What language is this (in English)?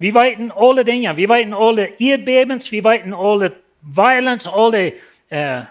Plautdietsch